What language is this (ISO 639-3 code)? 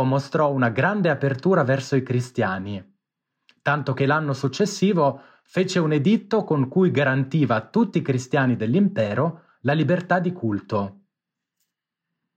ita